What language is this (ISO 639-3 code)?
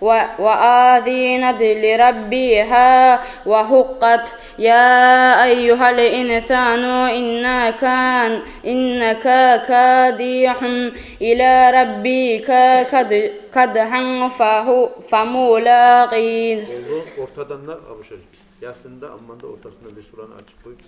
kum